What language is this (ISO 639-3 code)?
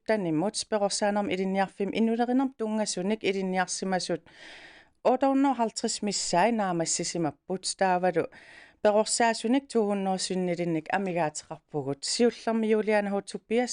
kal